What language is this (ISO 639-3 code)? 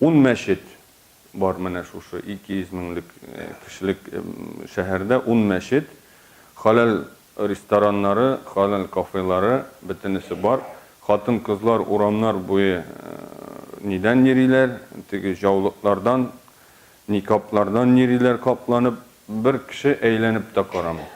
tat